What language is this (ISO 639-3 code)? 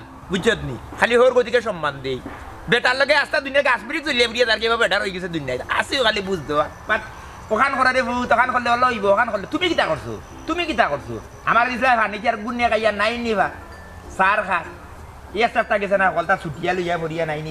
syl